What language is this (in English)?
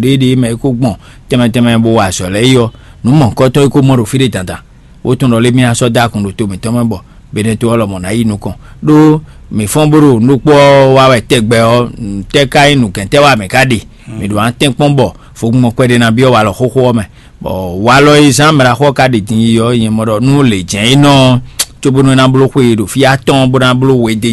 Fon